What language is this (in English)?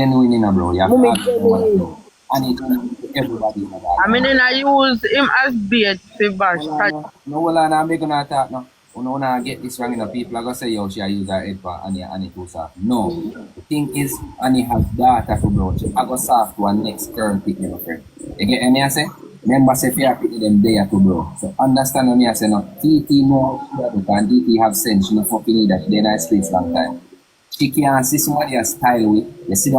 Jamaican Creole English